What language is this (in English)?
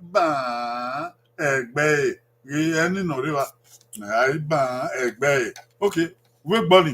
Bini